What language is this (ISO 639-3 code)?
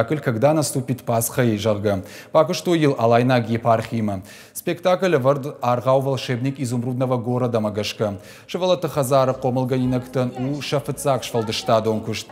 oss